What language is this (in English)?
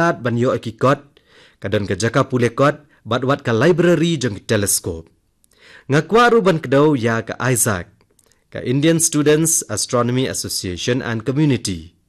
Khasi